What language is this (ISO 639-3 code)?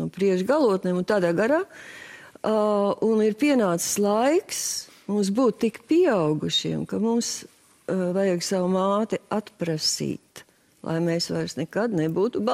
lav